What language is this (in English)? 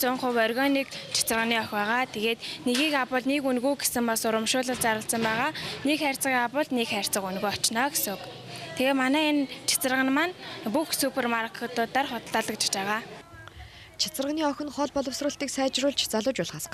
Mongolian